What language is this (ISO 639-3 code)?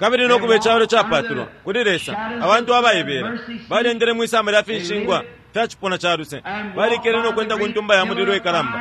bem